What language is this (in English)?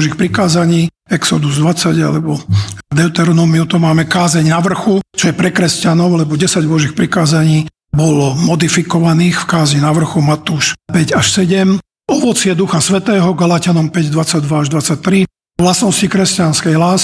Slovak